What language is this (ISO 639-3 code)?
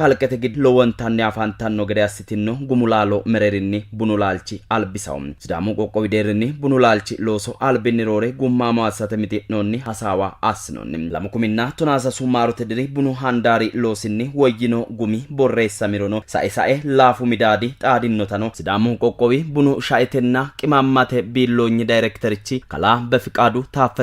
sid